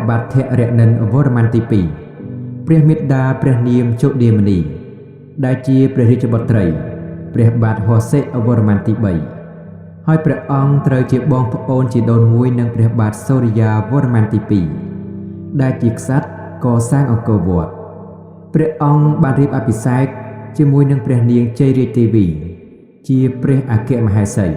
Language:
Khmer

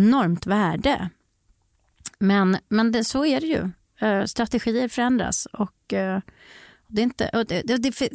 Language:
Swedish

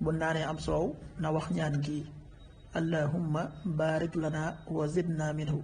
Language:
Wolof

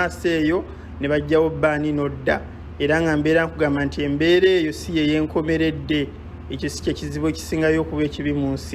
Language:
Ganda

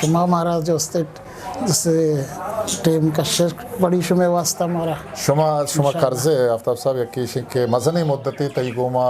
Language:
Eastern Balochi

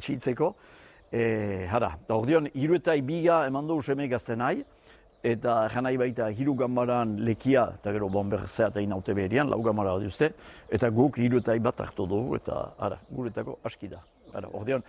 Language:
Basque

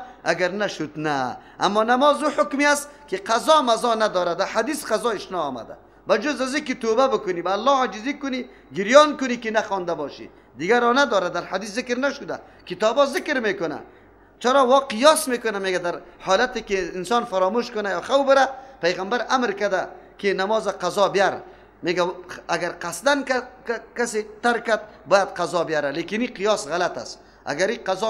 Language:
Persian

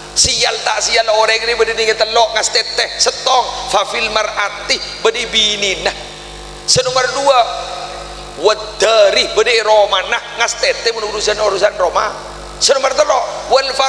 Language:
Madurese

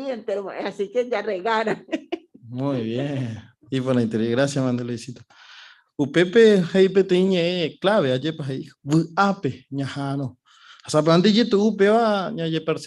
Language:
Guarani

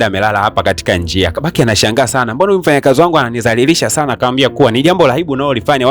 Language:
Swahili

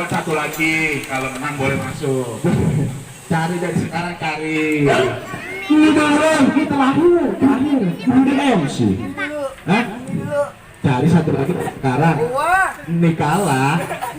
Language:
Betawi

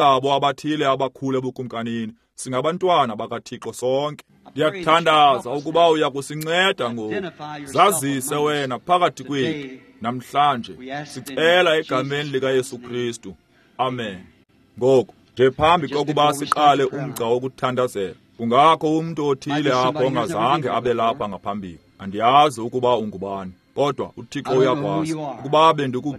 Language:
Xhosa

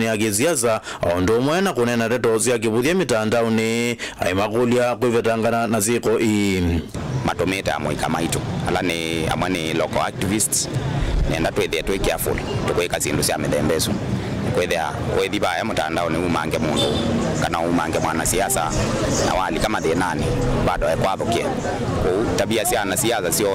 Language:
Kamba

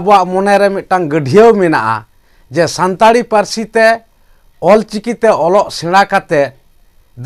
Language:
Santali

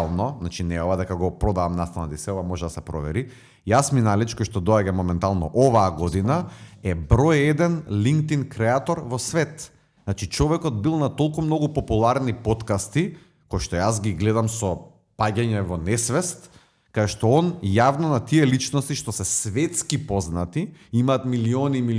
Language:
Macedonian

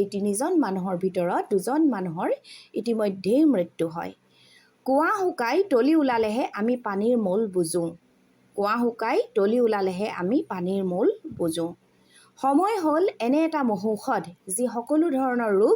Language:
Assamese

